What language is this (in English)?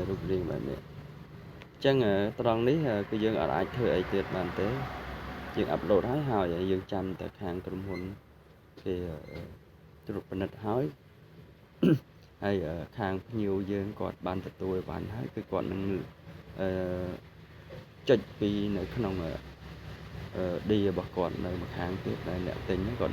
Khmer